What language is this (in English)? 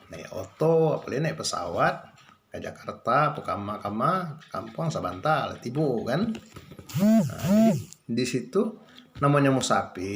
Minangkabau